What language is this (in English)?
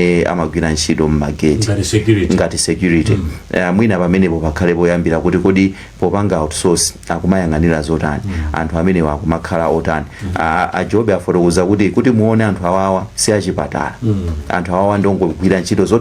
Nyanja